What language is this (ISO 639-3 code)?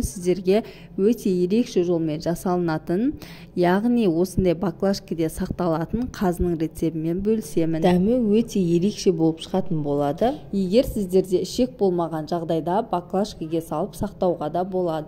kaz